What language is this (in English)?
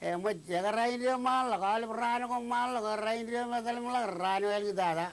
Marshallese